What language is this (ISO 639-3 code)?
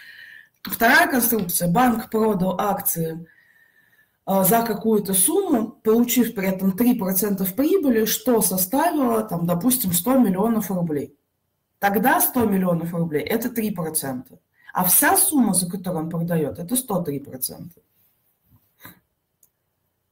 rus